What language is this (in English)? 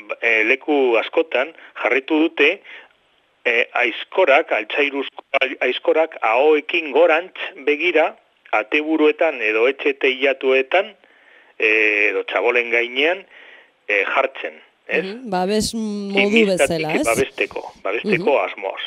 Basque